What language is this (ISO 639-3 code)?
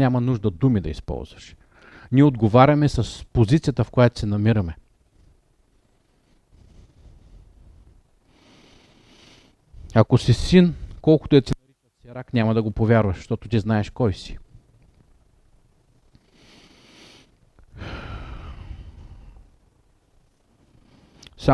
bul